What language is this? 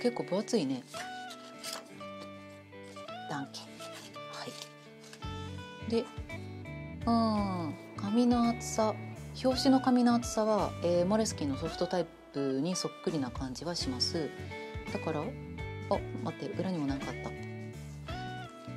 Japanese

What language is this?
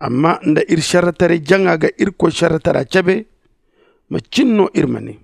Zarma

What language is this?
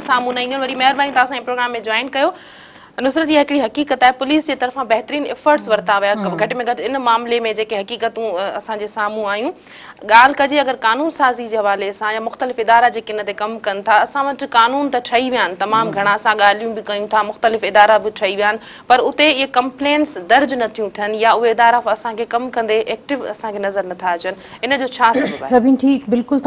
Sindhi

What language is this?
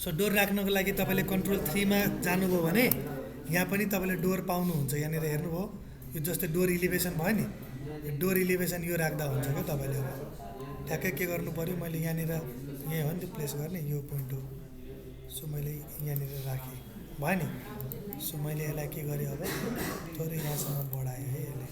Nepali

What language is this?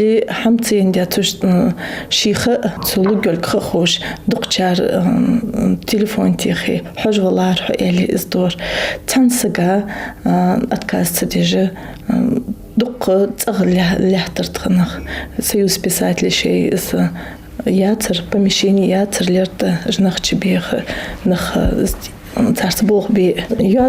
Ingush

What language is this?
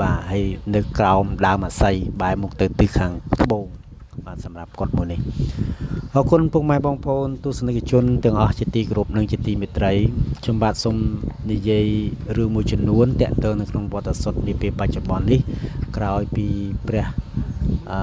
Khmer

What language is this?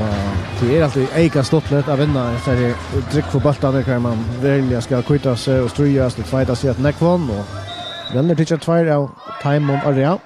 Faroese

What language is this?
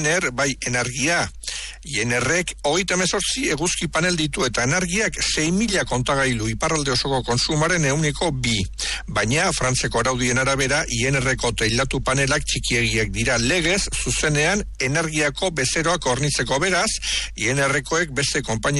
Basque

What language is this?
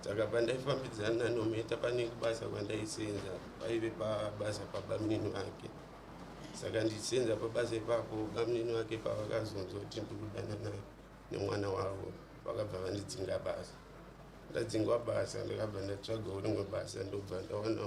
Shona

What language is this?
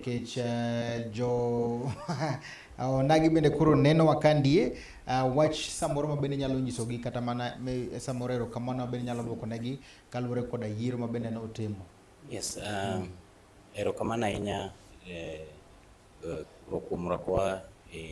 Luo (Kenya and Tanzania)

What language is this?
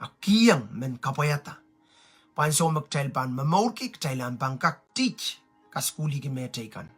Pohnpeian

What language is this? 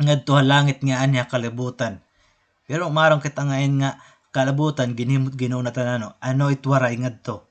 Waray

